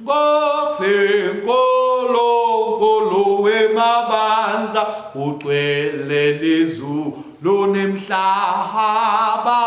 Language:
Swati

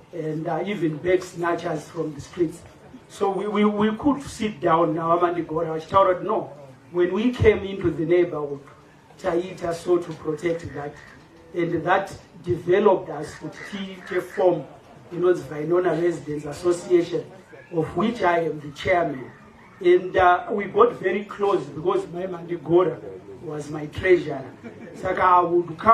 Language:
Shona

